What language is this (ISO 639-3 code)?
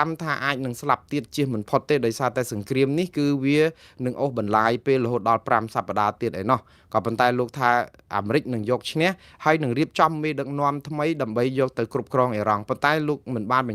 khm